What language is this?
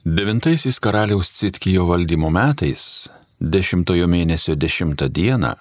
Lithuanian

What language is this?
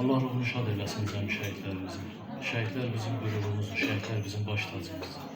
Azerbaijani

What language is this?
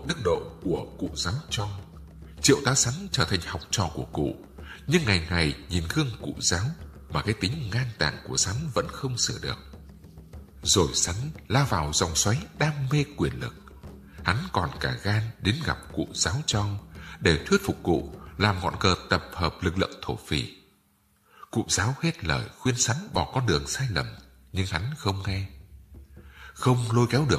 Vietnamese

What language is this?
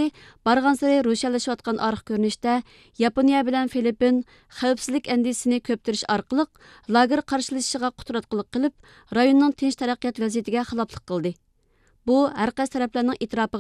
Uyghur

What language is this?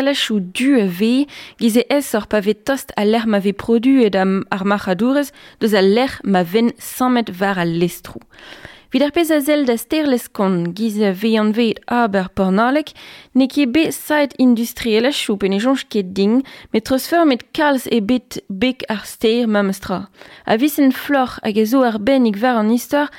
Breton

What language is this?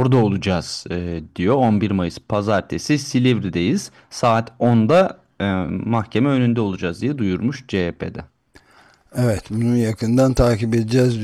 Turkish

